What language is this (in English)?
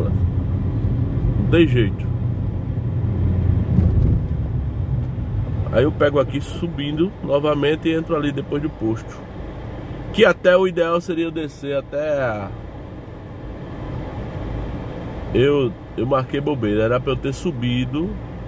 Portuguese